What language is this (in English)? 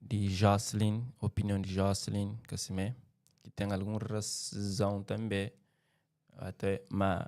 Kabuverdianu